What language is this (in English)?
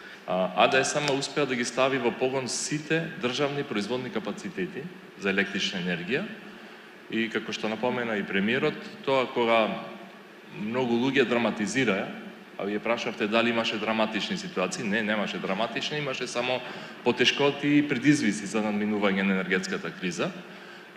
Macedonian